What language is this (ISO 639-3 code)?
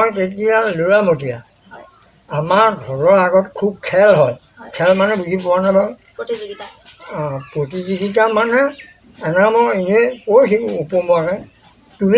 asm